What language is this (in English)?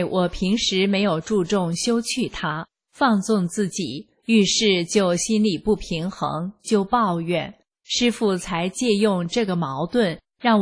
Chinese